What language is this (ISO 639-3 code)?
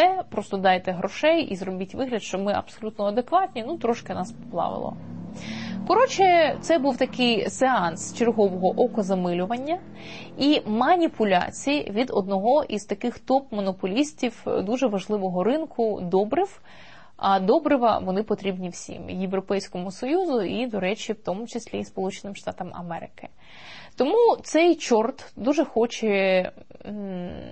ukr